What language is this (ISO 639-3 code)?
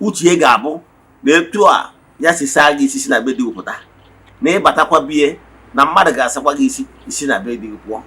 ibo